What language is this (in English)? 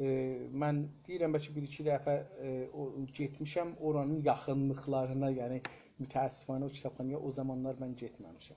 South Azerbaijani